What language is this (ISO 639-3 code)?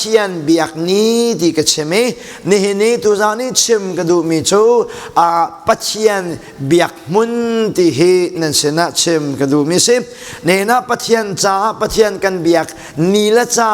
cnh